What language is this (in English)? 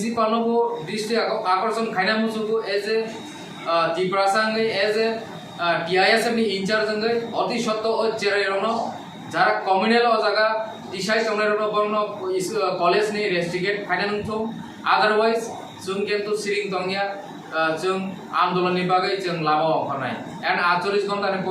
Kok Borok